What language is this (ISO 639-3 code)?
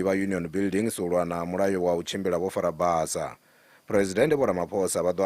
ven